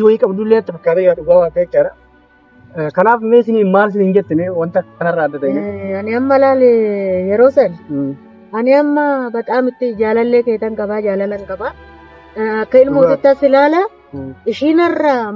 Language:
Oromo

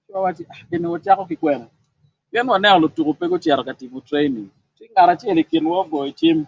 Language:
Acoli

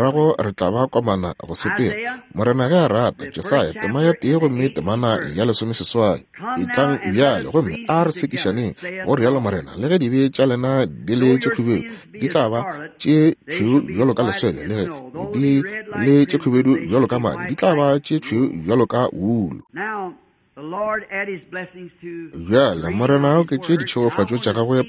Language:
Northern Sotho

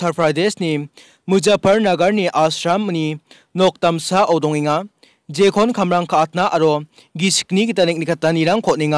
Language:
Garo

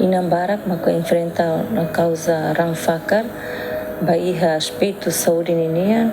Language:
Tetum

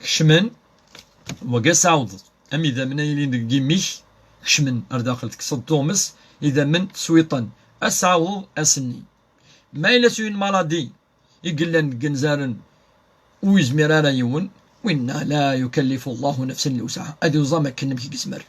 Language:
Kabyle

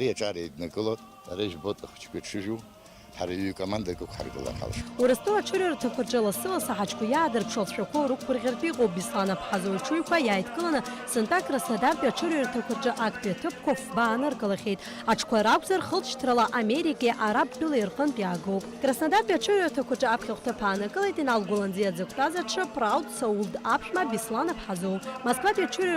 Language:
Abkhazian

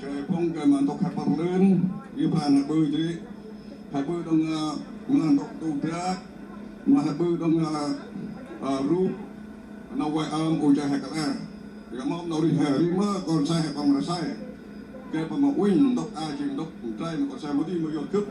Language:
Central Mnong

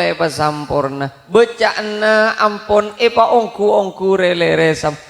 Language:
Madurese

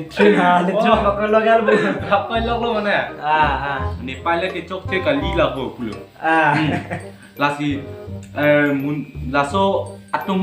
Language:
Karbi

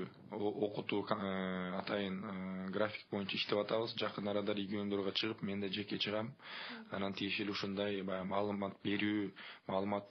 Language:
Kyrgyz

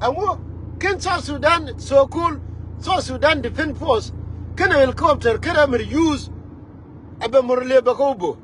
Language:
Nuer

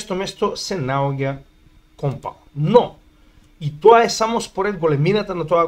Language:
Macedonian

